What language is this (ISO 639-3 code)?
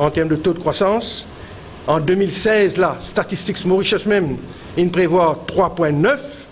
mfe